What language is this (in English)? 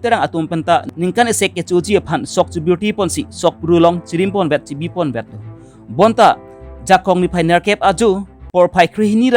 Karbi